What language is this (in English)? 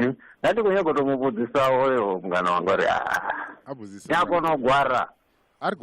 Venda